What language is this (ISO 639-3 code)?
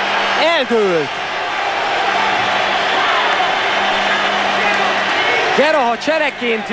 hun